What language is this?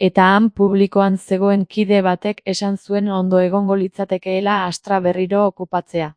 Basque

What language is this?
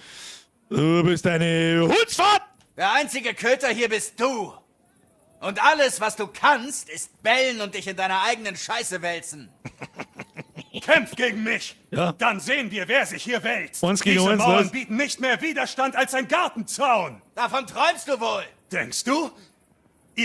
Bavarian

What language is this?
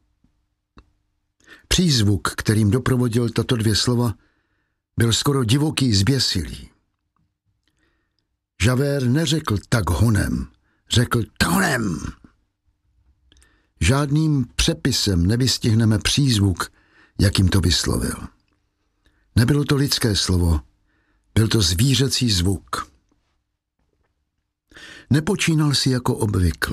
Czech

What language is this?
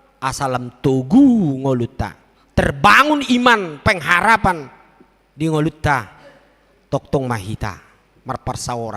Batak Toba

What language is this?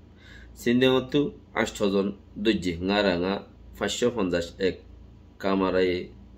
Rohingya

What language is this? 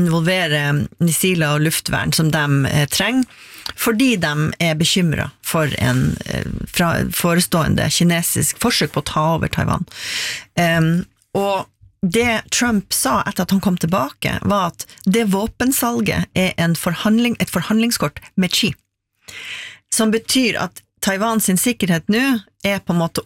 Norwegian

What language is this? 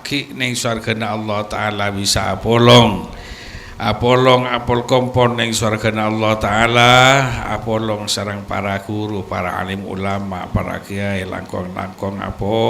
Madurese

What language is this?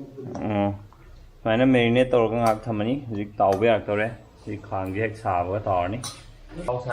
Manipuri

